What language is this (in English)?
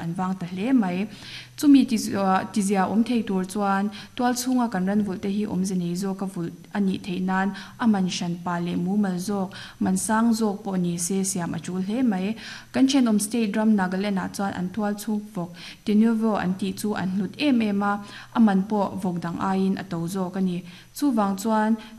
Mizo